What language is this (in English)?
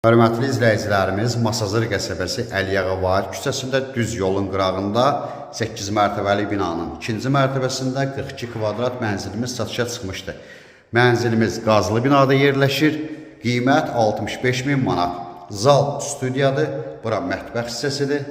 Azerbaijani